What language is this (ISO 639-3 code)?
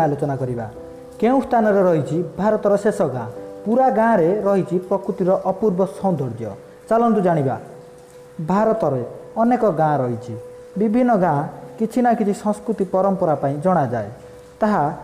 ori